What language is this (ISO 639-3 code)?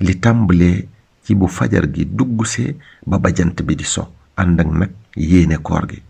wol